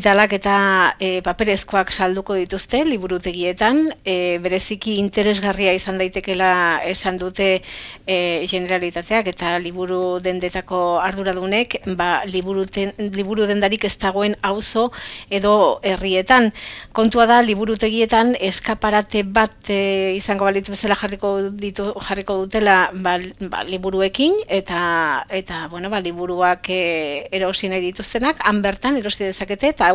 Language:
Basque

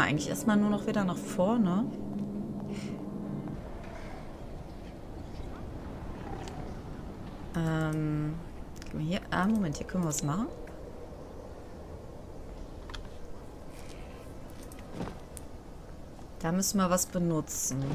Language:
German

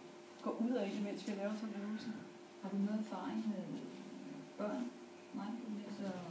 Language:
Danish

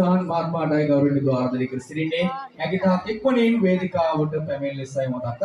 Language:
Sinhala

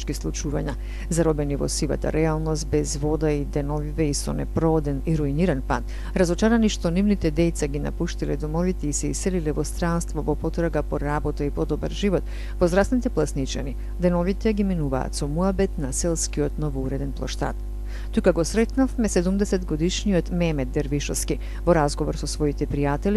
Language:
Macedonian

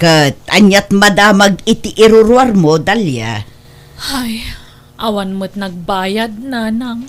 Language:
Iloko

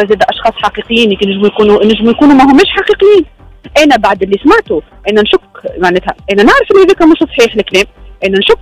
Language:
Tunisian Arabic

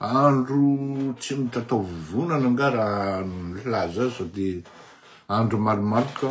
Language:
Malagasy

